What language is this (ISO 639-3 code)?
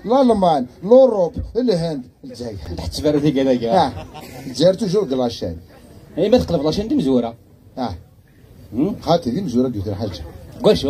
kab